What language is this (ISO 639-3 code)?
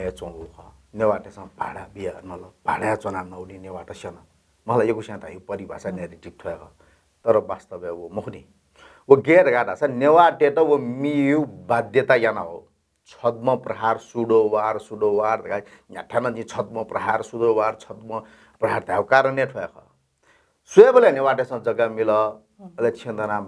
new